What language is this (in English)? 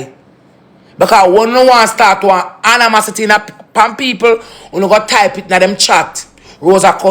Jamaican Creole English